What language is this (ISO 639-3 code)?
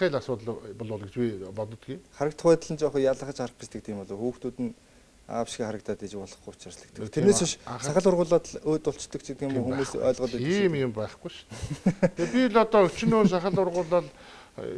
mon